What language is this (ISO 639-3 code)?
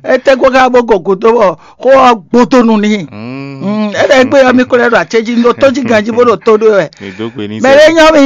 fon